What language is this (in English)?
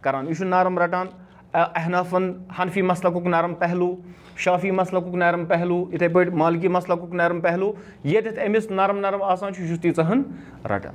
Kashmiri